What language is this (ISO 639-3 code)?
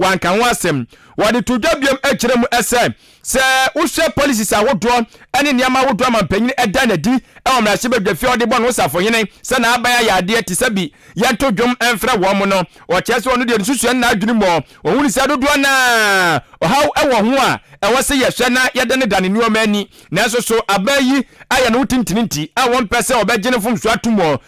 aka